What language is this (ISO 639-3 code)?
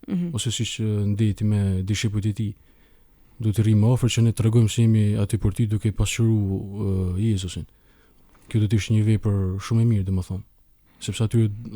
sqi